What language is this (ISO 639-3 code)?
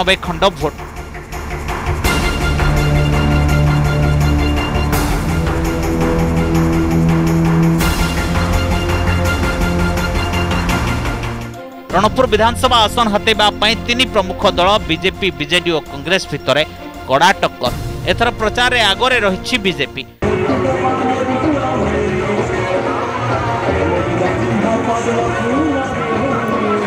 ori